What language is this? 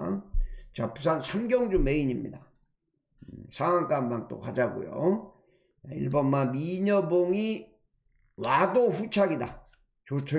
Korean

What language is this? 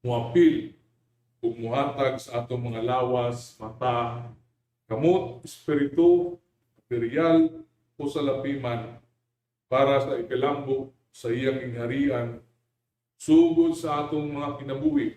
Cebuano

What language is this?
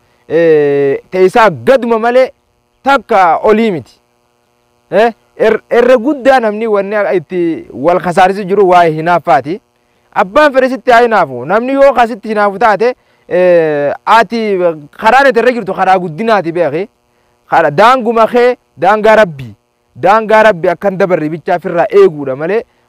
Oromo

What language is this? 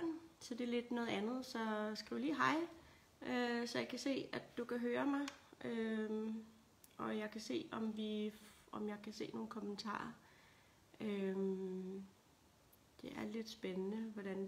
Danish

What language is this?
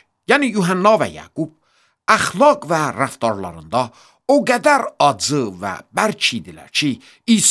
Azerbaijani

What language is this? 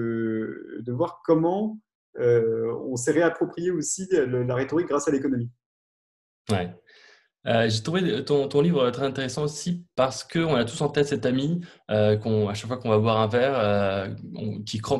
French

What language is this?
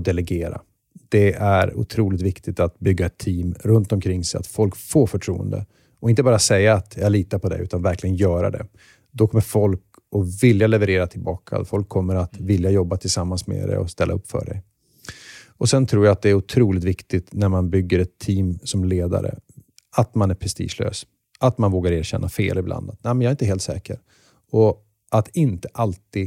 Swedish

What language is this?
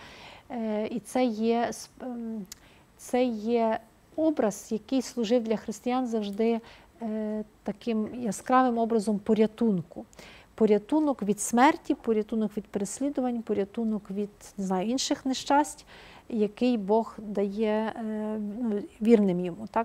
Ukrainian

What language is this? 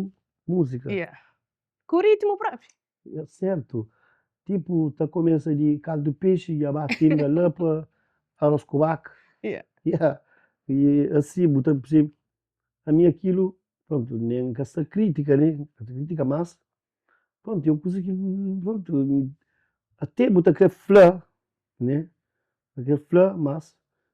Kabuverdianu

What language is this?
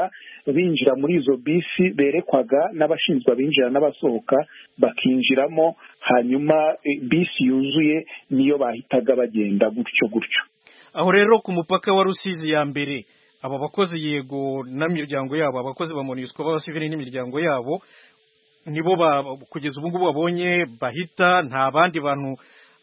Kinyarwanda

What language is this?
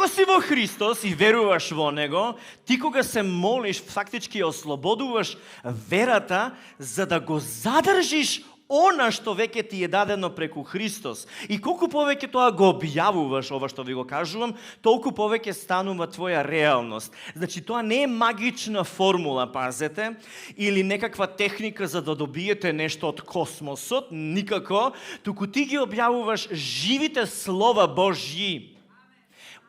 Macedonian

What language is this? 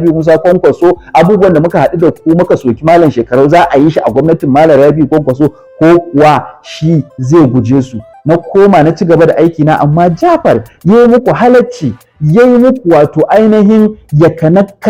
Hausa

